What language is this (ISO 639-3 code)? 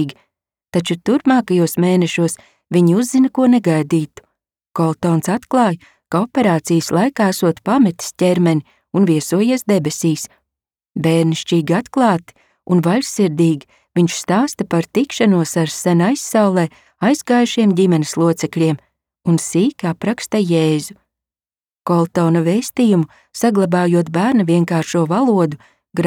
lav